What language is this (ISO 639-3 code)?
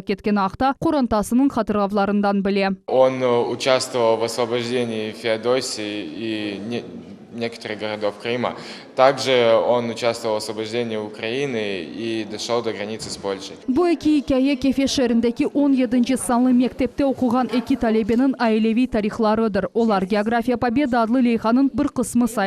crh